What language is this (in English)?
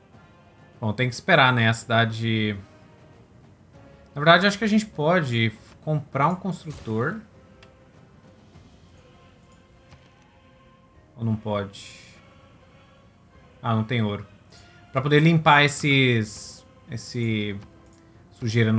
Portuguese